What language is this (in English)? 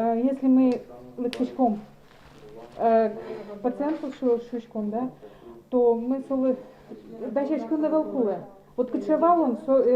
Udmurt